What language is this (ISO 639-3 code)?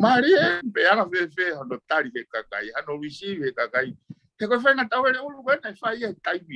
ton